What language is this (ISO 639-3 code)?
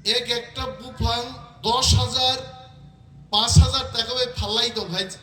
trp